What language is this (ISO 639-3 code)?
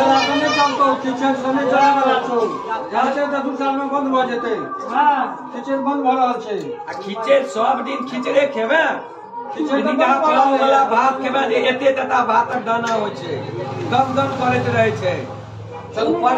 mai